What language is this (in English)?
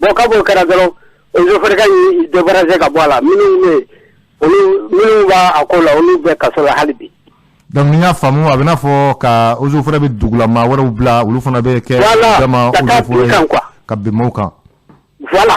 Bambara